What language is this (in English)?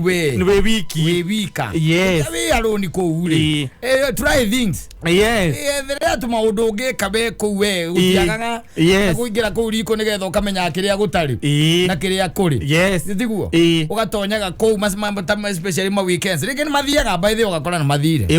Kikuyu